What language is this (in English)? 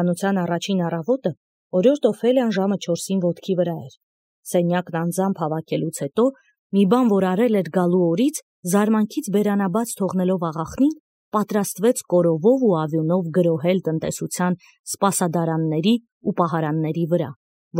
Armenian